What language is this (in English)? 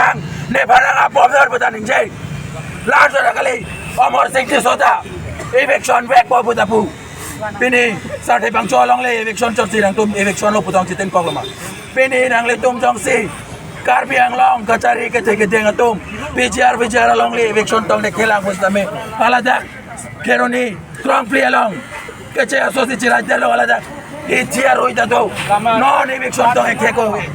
Karbi